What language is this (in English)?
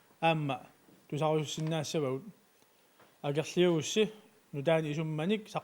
Kalaallisut